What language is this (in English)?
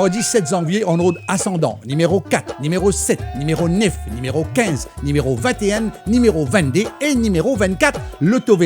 Morisyen